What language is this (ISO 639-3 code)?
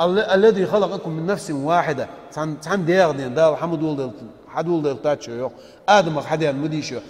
inh